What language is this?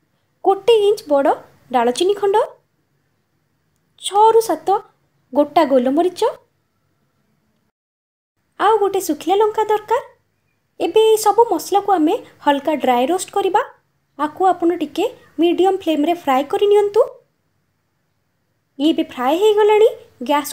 Odia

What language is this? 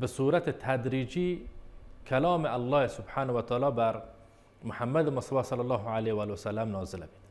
Baluchi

